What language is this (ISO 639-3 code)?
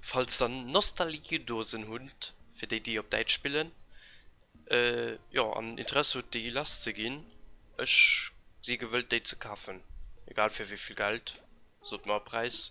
ltz